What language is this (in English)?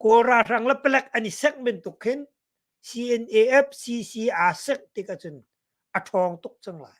Hakha Chin